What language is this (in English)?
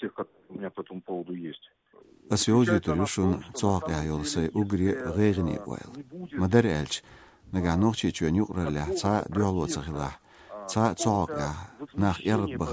Chechen